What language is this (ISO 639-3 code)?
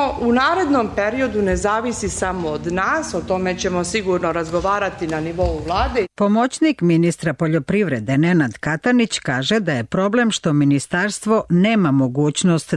srp